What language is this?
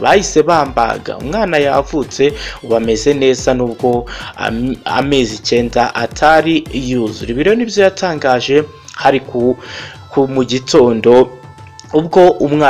Kinyarwanda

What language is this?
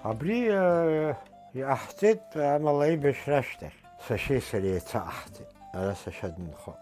Abkhazian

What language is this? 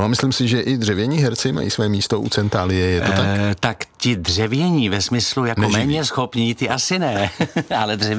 Czech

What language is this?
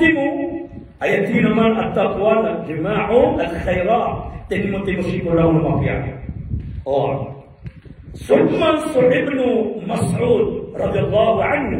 Maranao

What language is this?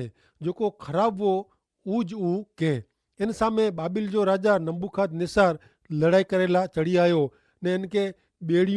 Kachhi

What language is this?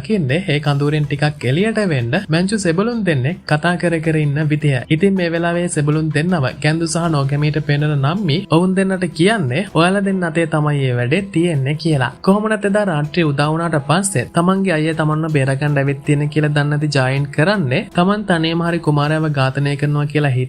Sinhala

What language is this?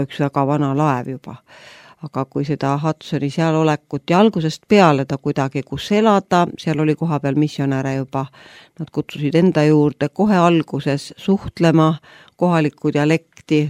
Estonian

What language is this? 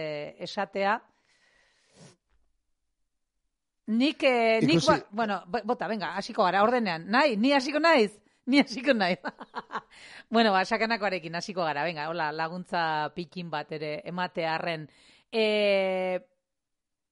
Basque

